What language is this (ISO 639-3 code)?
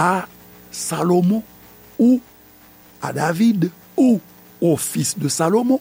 hat